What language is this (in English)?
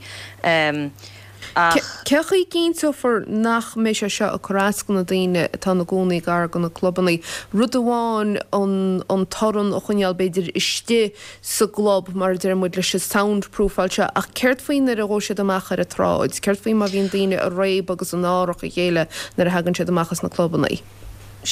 Irish